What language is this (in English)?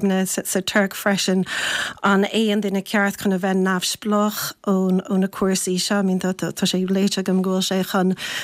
Irish